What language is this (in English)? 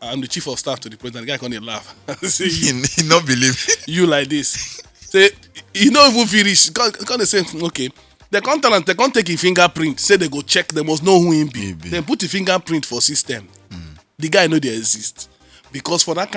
Nigerian Pidgin